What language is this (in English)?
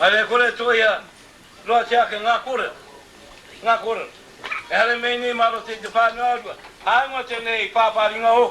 Māori